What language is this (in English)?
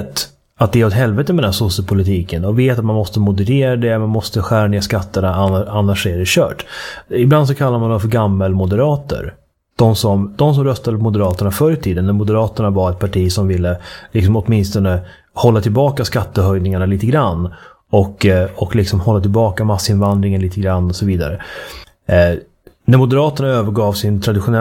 Swedish